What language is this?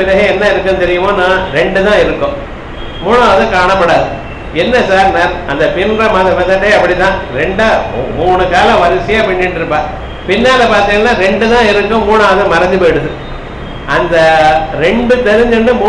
Tamil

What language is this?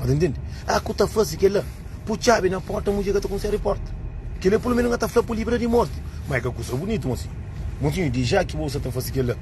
Kabuverdianu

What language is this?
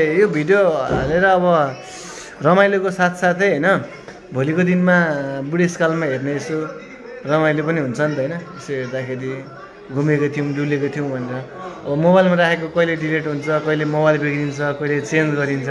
Nepali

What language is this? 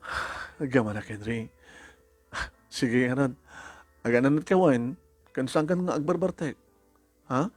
Iloko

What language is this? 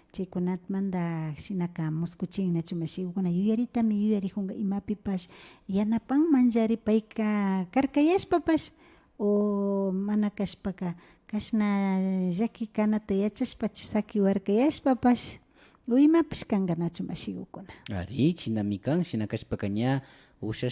Imbabura Highland Quichua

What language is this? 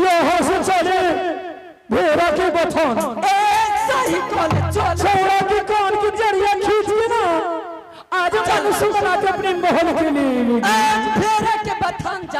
Angika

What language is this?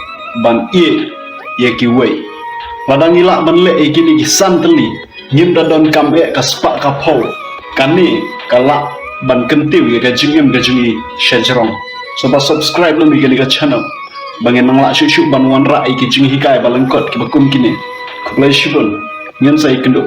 Khasi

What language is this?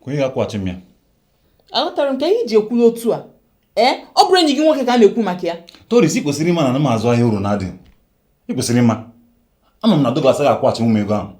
Igbo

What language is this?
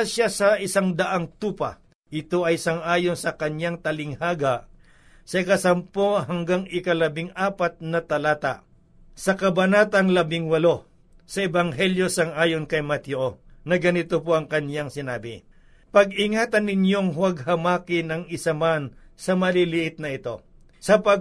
Filipino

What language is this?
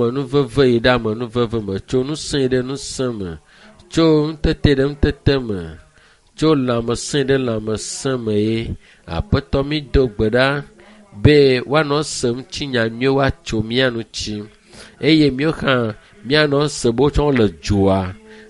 Ewe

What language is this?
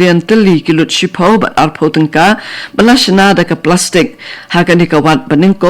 Khasi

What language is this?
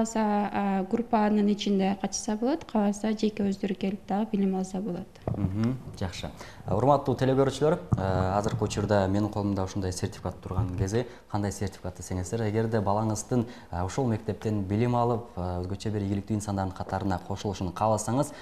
Kyrgyz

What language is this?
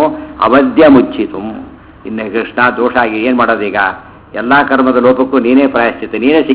Kannada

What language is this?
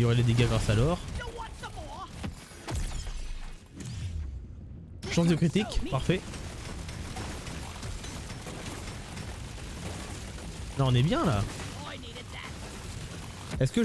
French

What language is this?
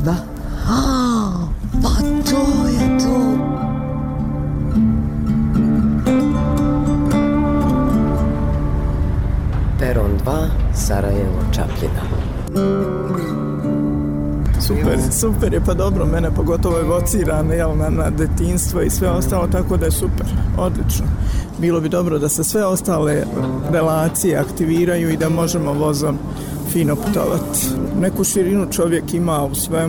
Bosnian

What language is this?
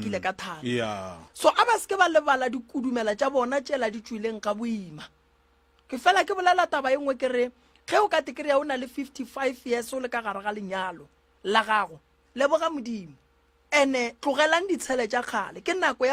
Northern Sotho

